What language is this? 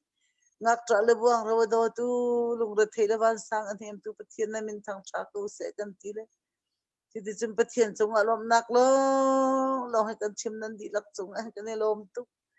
Hakha Chin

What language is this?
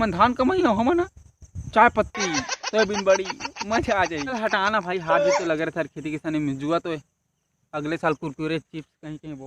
Chhattisgarhi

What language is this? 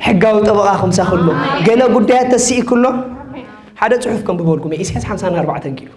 Tigrinya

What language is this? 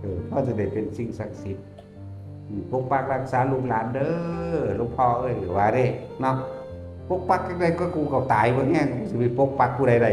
Northeastern Thai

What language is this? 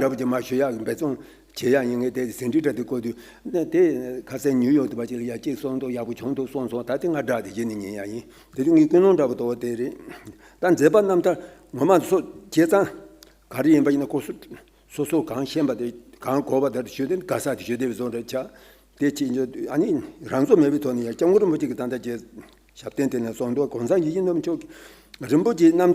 Tibetan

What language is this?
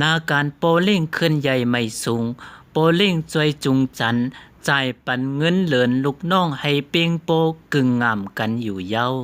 Shan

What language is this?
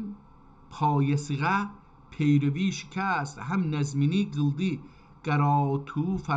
South Azerbaijani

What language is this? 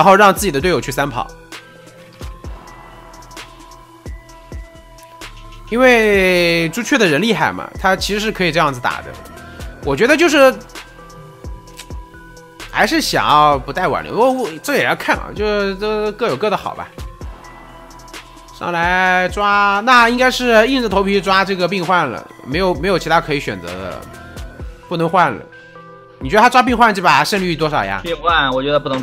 Chinese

